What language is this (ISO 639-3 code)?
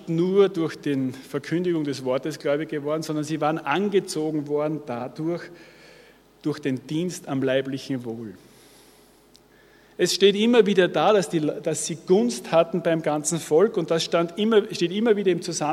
deu